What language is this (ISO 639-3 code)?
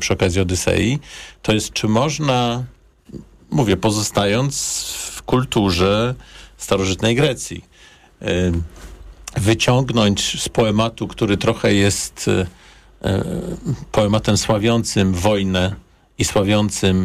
pol